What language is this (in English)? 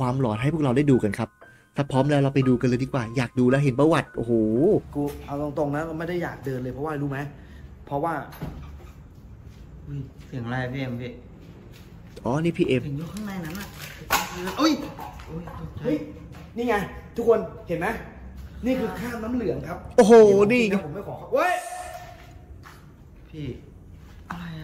Thai